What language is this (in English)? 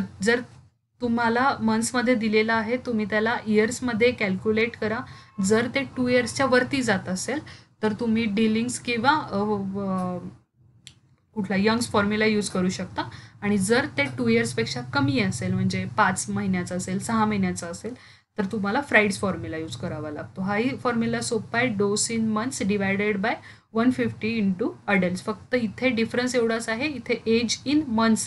Marathi